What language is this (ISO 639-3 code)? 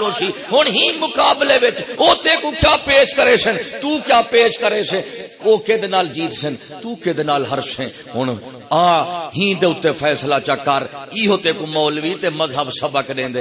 skr